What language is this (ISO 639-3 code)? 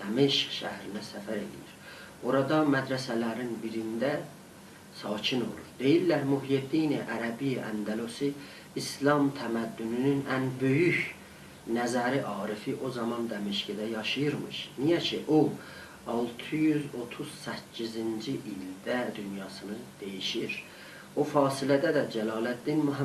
azb